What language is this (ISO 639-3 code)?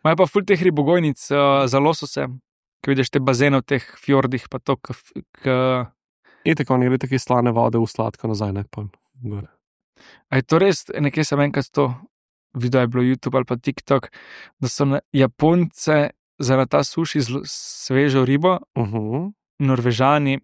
slv